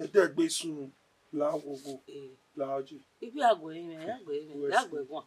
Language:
Bini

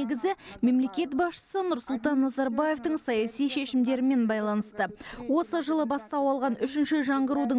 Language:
Kazakh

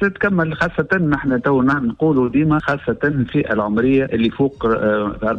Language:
Tunisian Arabic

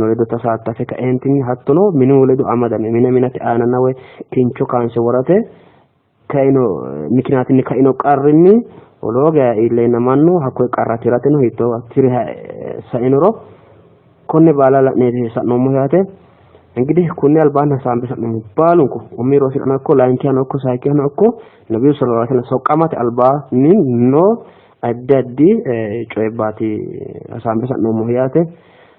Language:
Sidamo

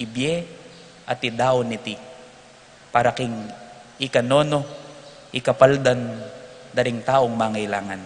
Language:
Pampanga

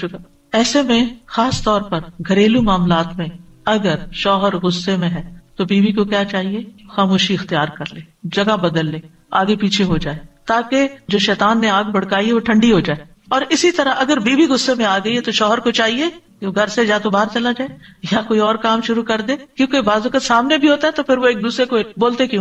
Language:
Urdu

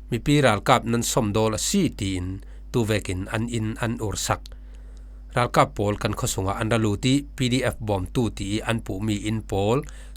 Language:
Falam Chin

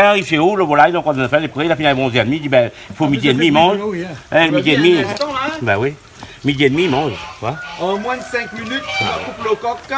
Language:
Réunion Creole French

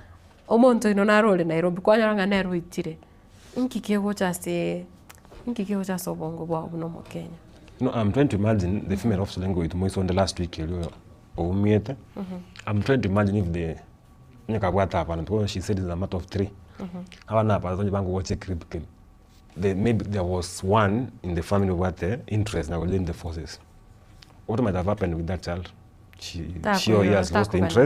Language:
Gusii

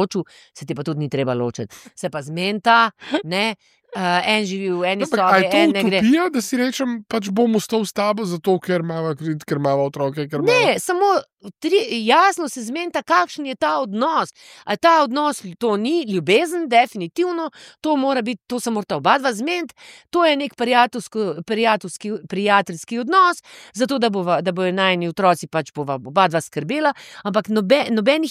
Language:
Slovenian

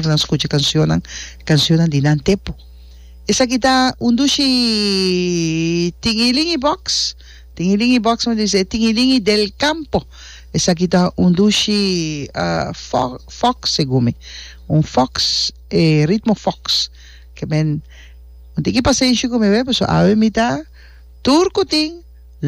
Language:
Papiamento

